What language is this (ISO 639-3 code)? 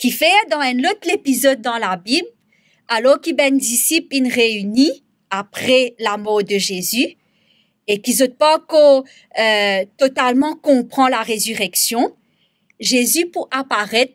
mfe